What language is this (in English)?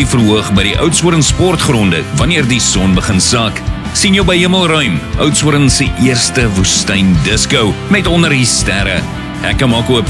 Afrikaans